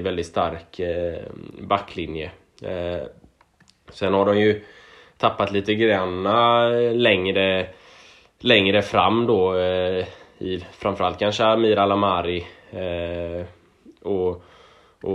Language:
Swedish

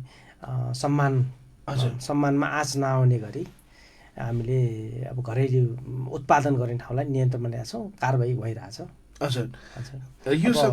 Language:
Nepali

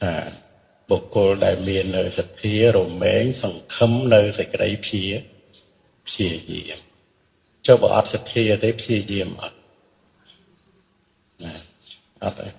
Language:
Khmer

